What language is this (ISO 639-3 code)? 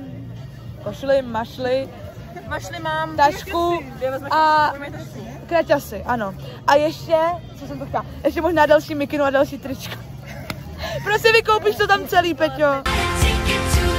ces